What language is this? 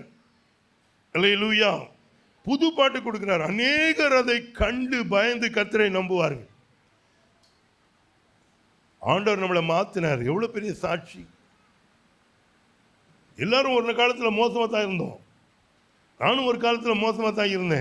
Tamil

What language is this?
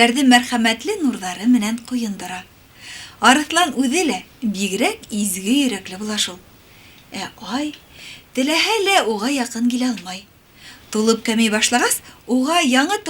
Bashkir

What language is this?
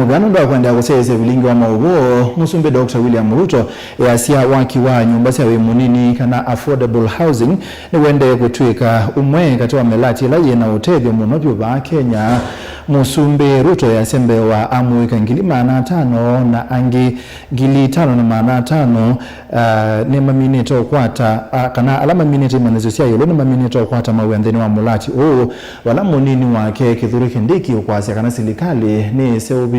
Kamba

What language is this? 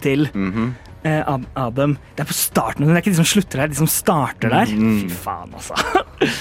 Norwegian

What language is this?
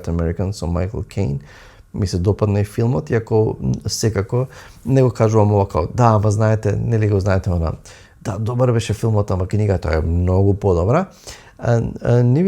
Macedonian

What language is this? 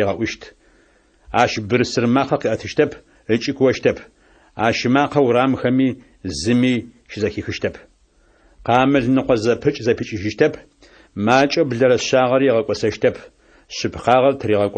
Adyghe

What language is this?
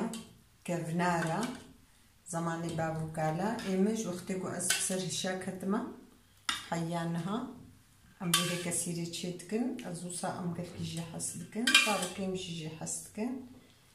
Kurdish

